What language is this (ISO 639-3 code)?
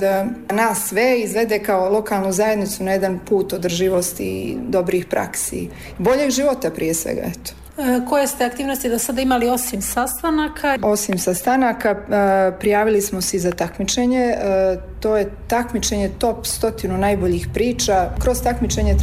bos